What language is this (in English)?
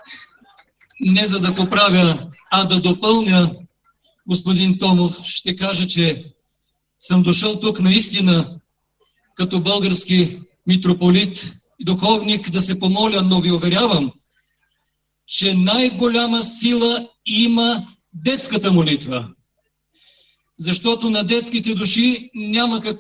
Bulgarian